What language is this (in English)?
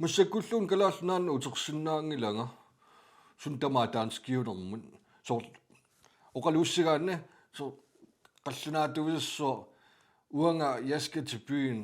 Kalaallisut